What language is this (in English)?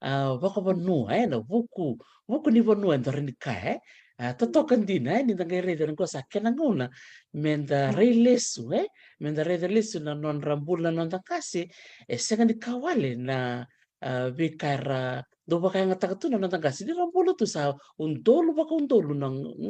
Fijian